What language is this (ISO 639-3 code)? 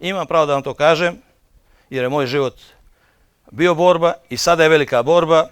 bos